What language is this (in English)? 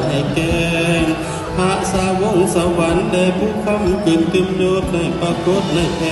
Lao